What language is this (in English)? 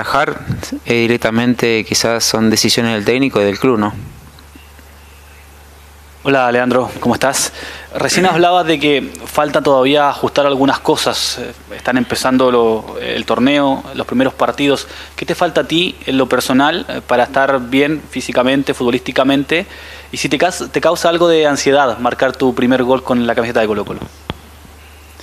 Spanish